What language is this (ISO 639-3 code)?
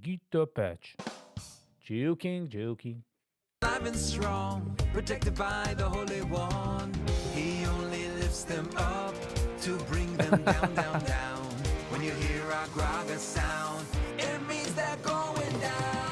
yid